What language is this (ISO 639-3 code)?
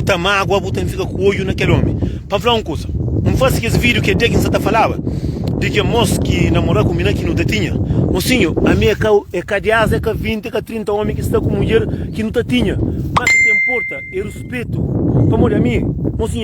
kea